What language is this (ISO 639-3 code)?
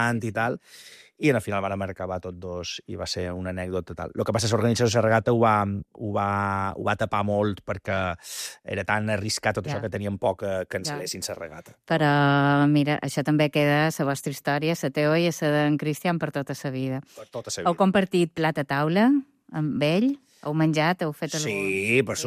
cat